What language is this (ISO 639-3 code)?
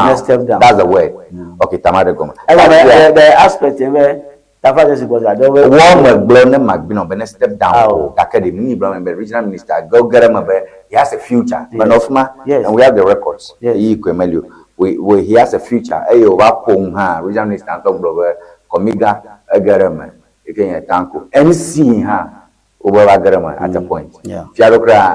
ewe